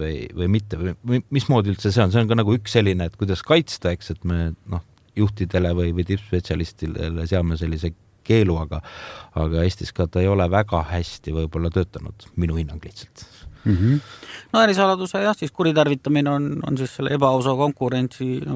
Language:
Estonian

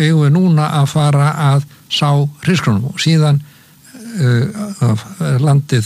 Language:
Icelandic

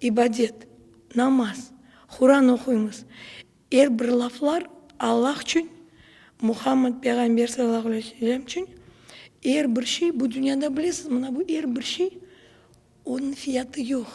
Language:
Crimean Tatar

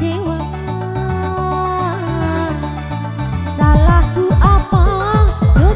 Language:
Indonesian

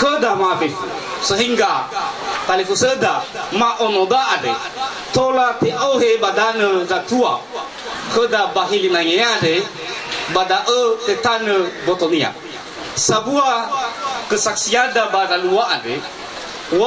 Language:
Nias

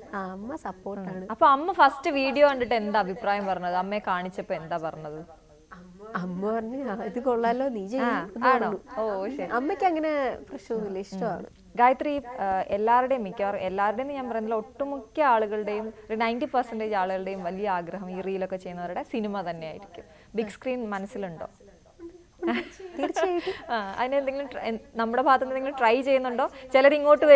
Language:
Malayalam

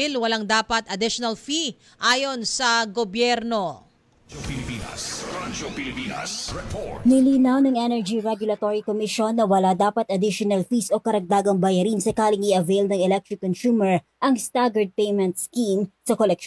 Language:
Filipino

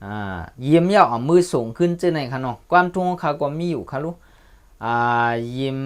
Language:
Shan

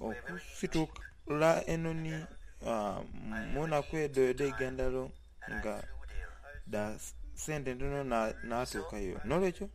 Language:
Soga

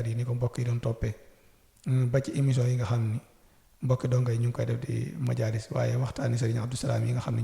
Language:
Wolof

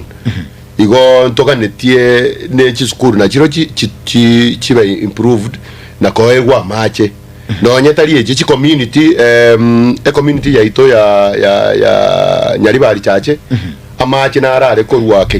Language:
Gusii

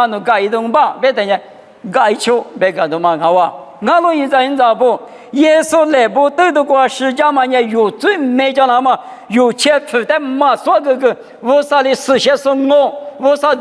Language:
Lisu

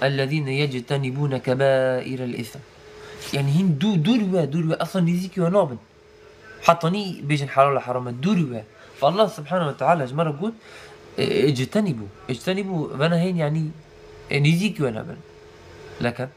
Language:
Kurdish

